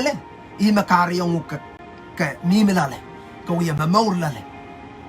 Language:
Pohnpeian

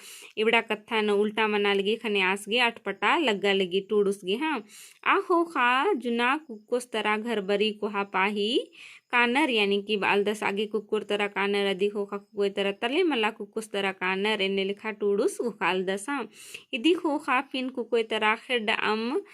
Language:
Kurukh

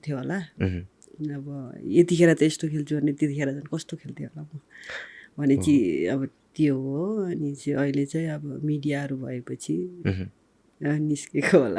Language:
Nepali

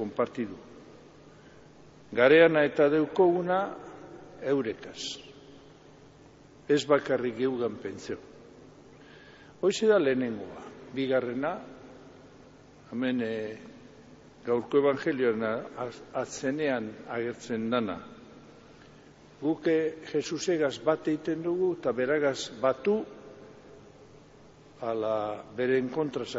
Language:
Basque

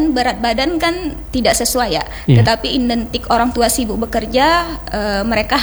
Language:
Indonesian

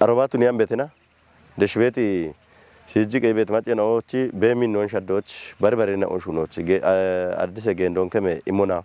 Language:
Kafa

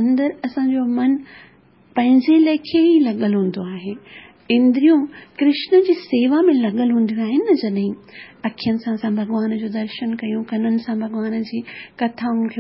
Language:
Sindhi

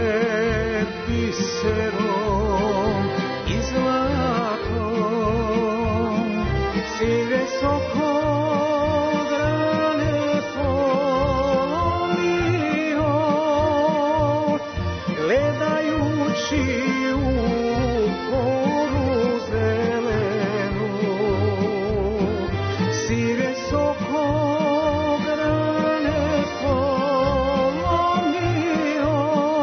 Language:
Serbian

